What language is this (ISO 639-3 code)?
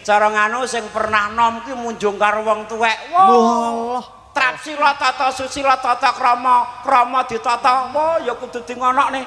jav